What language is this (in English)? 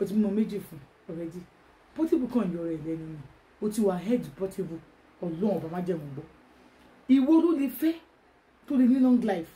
Yoruba